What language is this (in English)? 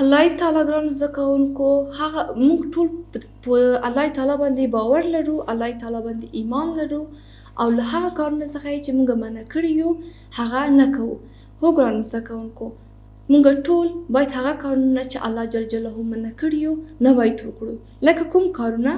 Pashto